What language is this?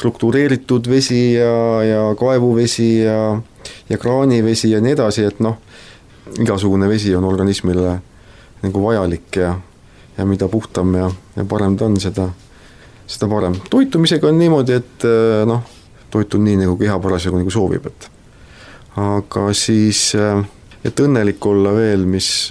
Estonian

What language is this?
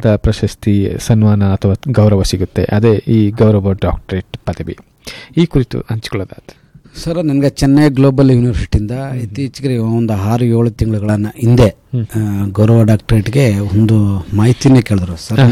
Kannada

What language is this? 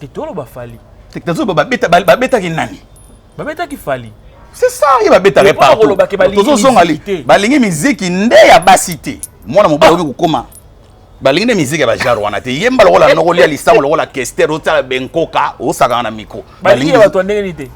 Lingala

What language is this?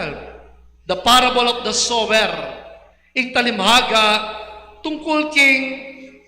Pampanga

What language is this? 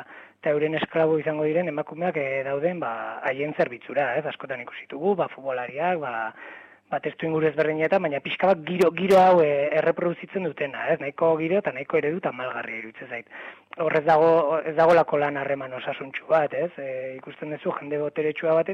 Basque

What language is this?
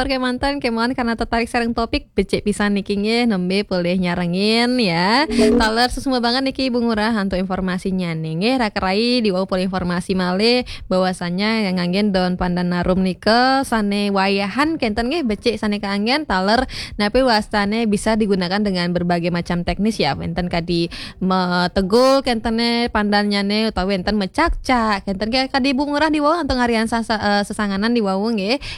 Balinese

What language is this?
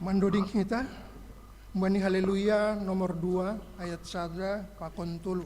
Batak Simalungun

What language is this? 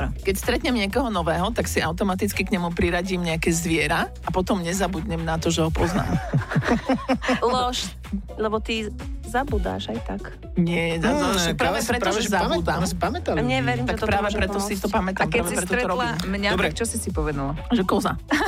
Slovak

